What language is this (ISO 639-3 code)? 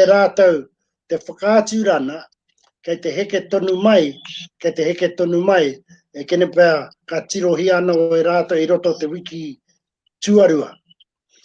mri